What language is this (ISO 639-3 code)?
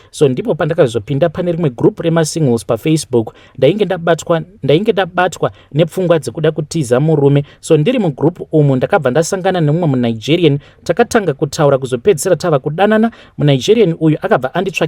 sna